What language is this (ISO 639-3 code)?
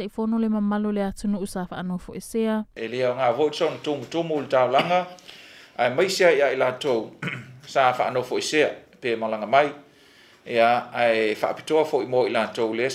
smo